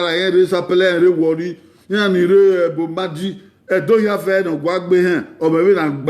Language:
Bini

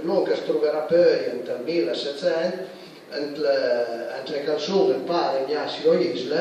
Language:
Piedmontese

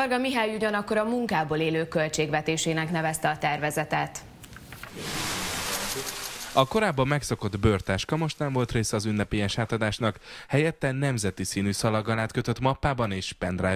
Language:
Hungarian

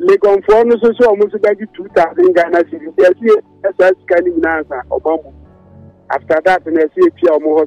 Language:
Akan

